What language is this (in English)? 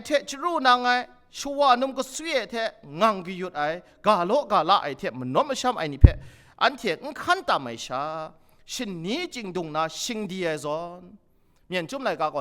Kachin